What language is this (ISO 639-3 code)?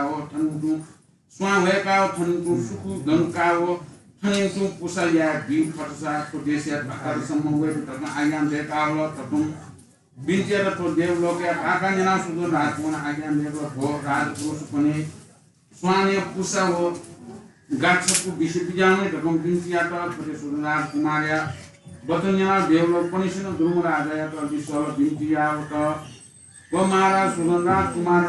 new